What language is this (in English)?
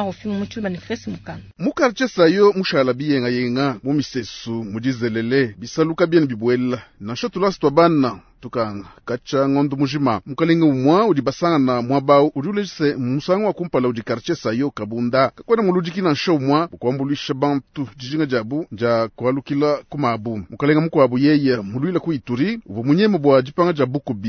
Luba-Lulua